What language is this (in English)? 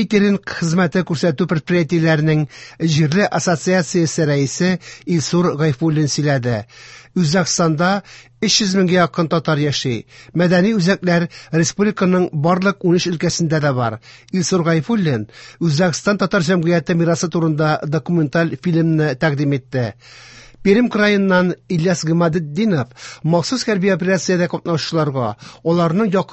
Tatar